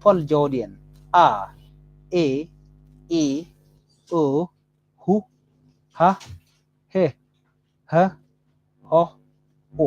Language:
Nuer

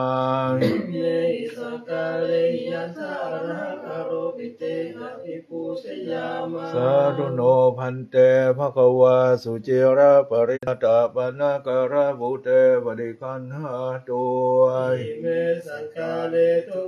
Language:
Pali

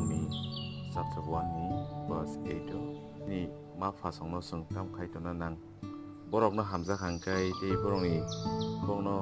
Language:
Kok Borok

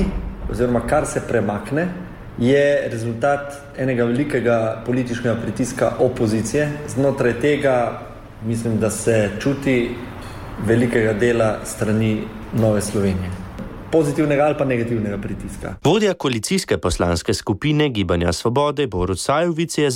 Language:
Slovenian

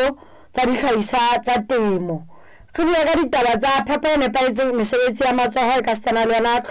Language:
Southern Sotho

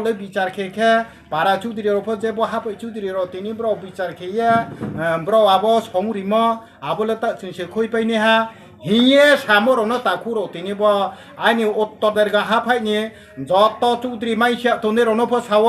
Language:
Riang (India)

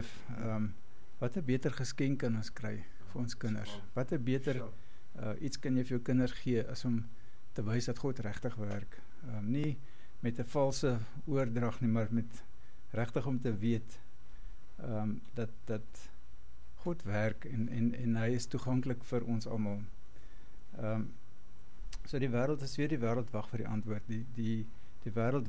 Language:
Afrikaans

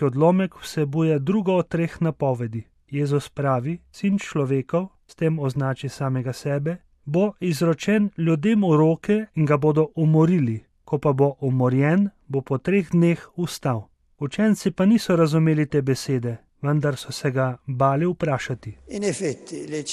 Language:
Slovenian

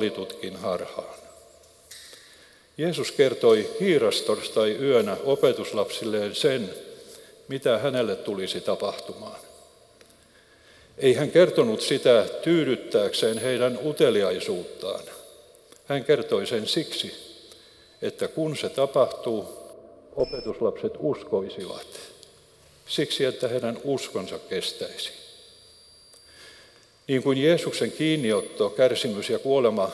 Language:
Finnish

